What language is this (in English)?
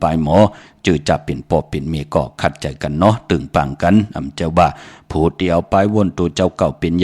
Shan